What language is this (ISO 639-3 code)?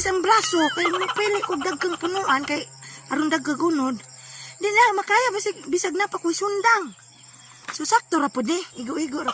ceb